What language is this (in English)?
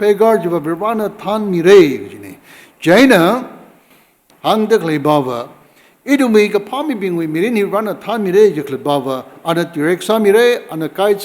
Tangkhul Naga (India)